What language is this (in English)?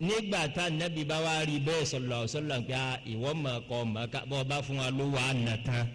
Yoruba